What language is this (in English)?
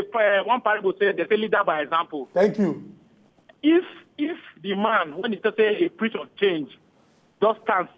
Nigerian Pidgin